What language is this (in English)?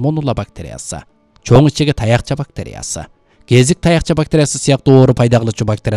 Kyrgyz